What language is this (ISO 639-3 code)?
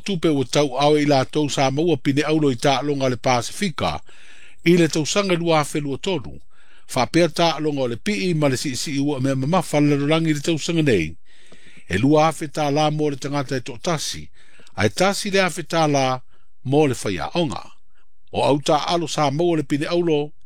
smo